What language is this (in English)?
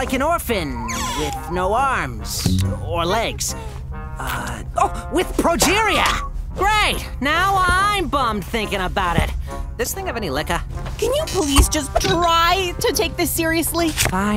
English